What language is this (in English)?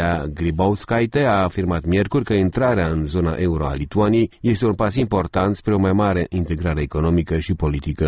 Romanian